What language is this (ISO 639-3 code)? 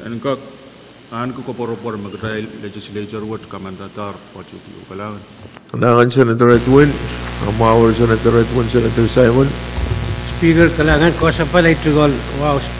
pon